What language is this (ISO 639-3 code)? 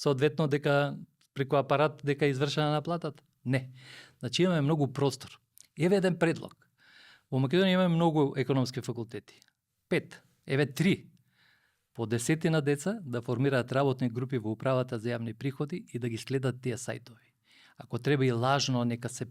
mkd